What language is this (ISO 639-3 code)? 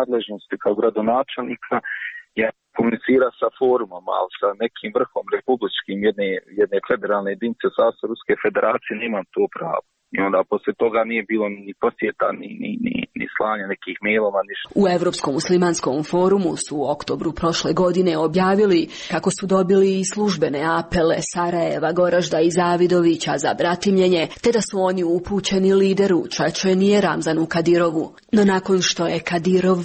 srp